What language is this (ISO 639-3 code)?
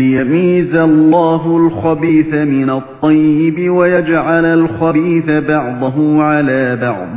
uig